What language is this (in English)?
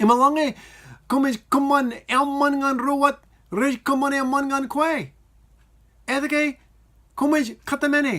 Marshallese